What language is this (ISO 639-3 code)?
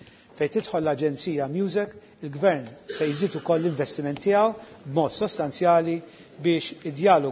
mlt